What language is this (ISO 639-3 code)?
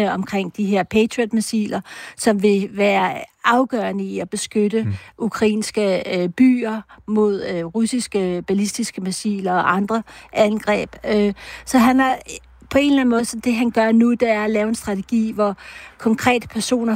dan